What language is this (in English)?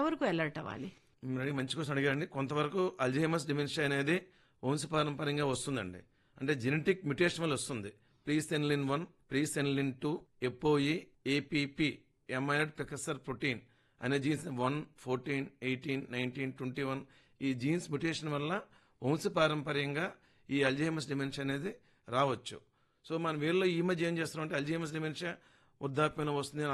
Telugu